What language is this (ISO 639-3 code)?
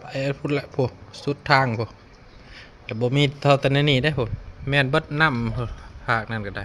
lao